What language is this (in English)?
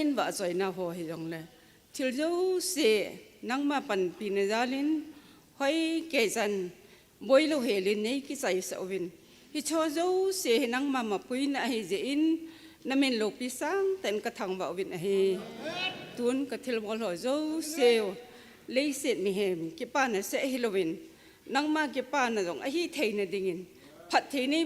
Thado Chin